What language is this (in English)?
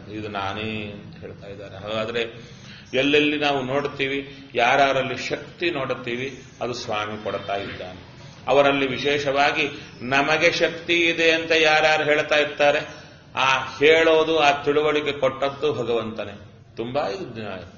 Kannada